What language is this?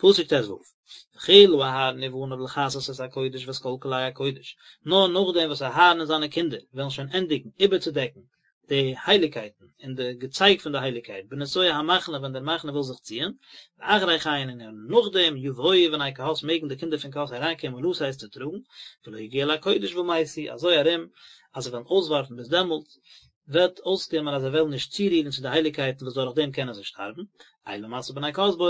Yiddish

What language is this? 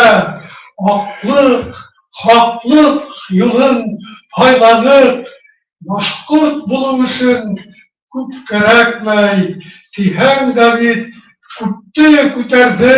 Bashkir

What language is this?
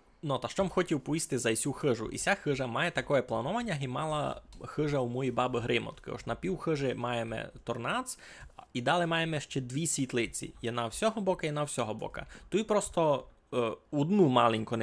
Rusyn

